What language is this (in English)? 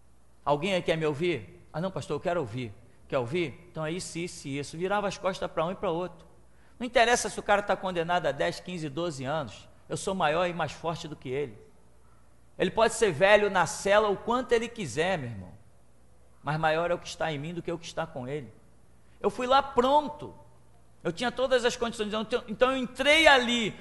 Portuguese